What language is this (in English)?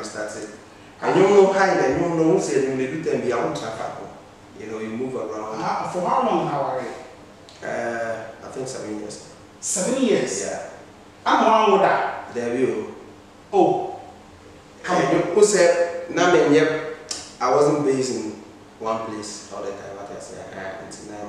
English